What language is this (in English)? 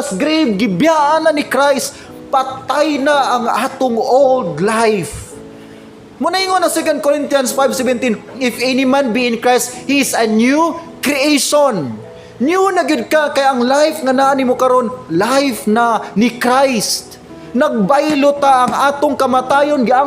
Cebuano